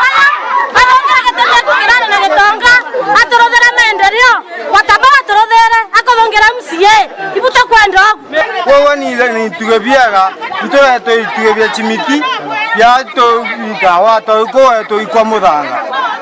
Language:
Meru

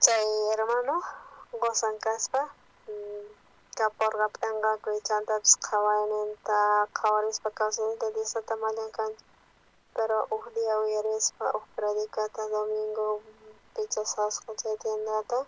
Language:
South Bolivian Quechua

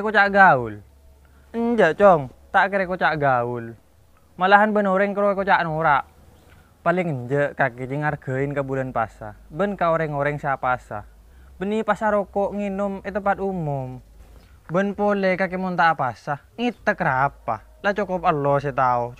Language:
Madurese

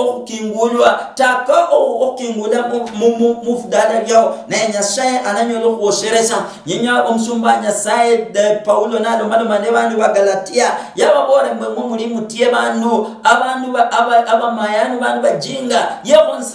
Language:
Luyia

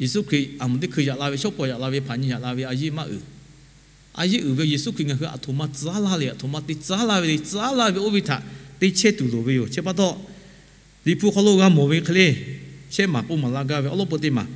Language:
Lahu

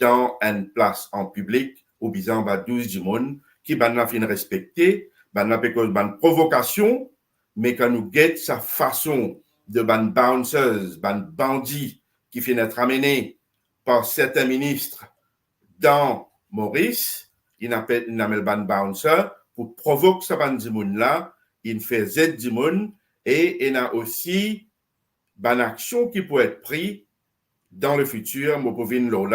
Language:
Morisyen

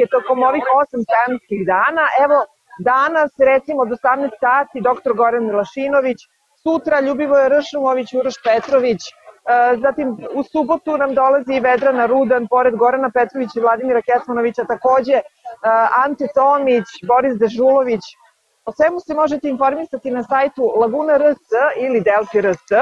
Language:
Serbian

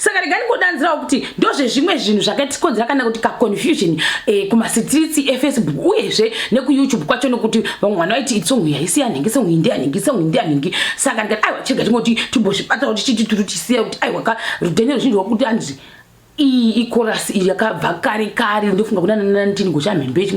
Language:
Shona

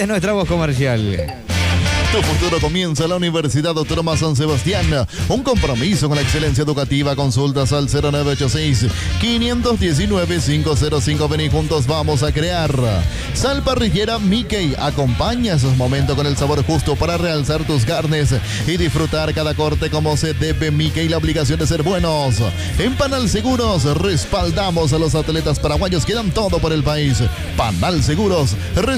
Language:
Spanish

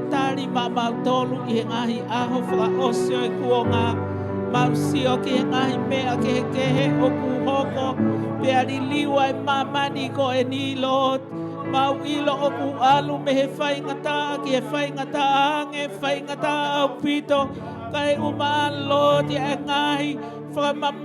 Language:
Tongan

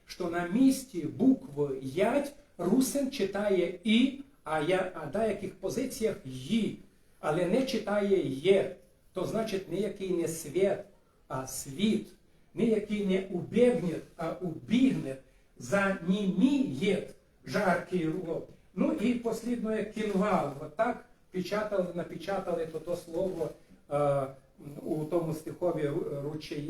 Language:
Rusyn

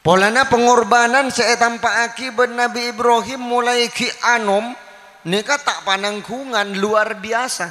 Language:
Madurese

